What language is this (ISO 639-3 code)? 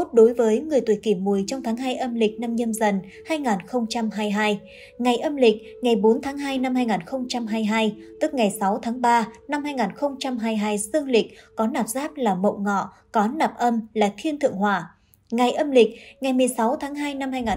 vie